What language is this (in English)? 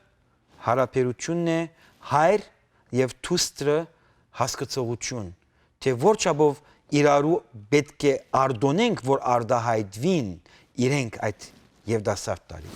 Western Armenian